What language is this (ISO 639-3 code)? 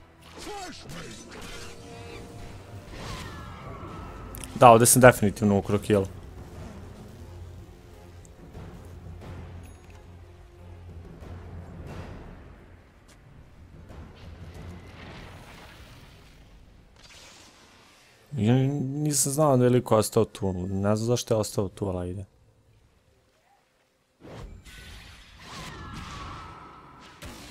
hrv